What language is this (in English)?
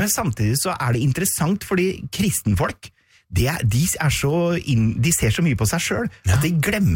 Norwegian